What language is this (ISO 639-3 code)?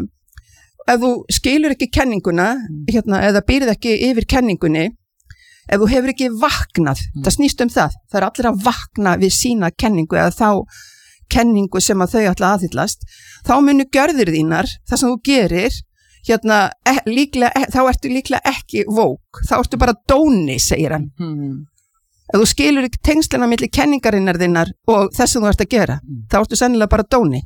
isl